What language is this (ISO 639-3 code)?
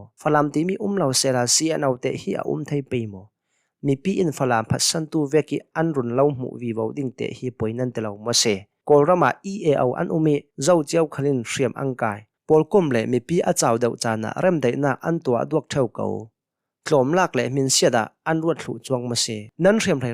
cnh